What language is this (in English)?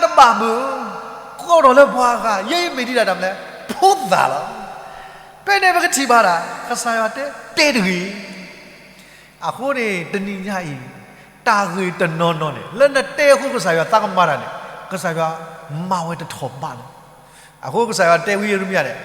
S'gaw Karen